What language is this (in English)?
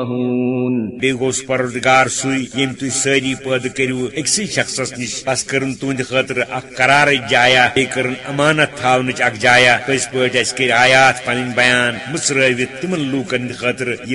Kashmiri